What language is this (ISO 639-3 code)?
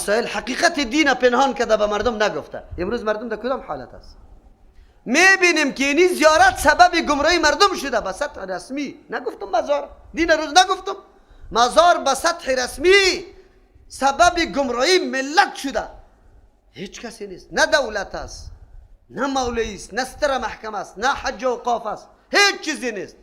fas